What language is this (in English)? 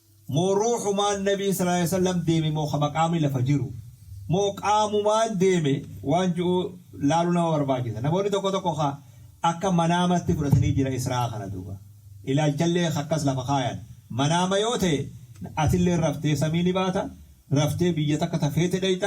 Oromo